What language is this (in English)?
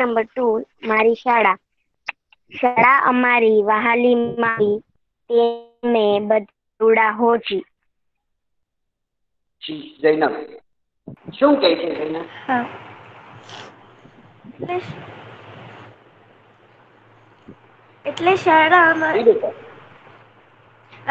Gujarati